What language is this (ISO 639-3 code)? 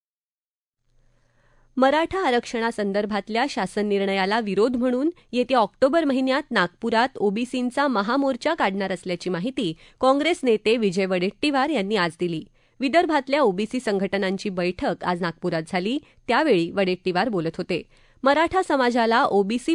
mar